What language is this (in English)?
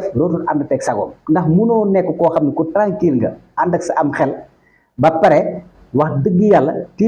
Wolof